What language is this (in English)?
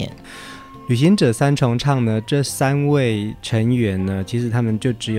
Chinese